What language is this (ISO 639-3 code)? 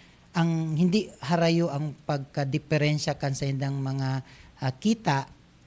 bik